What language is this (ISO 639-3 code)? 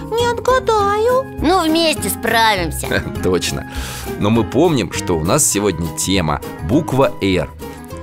rus